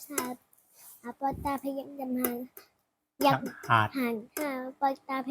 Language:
Shan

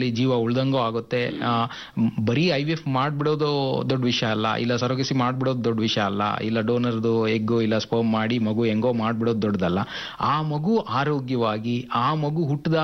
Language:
Kannada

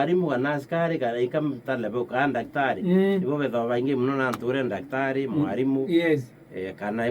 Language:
Meru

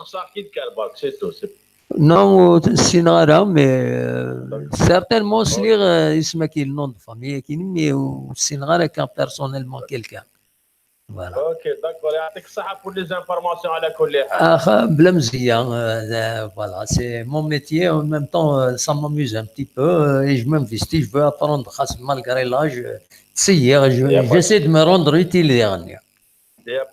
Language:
Kabyle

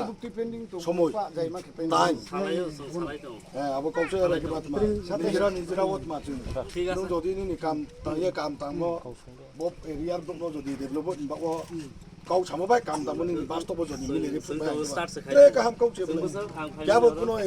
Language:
Riang (India)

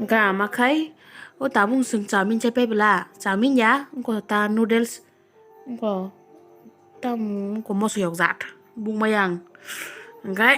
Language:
Kok Borok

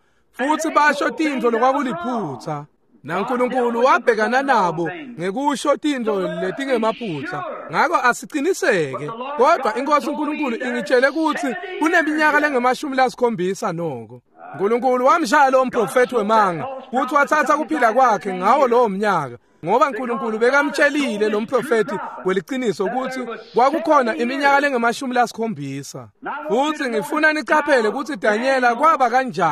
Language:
Swati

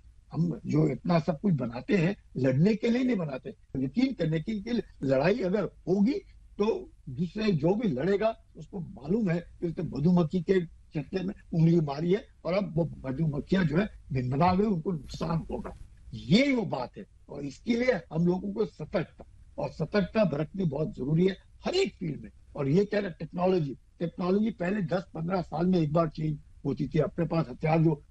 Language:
Hindi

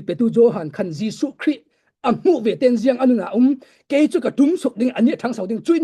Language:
Falam Chin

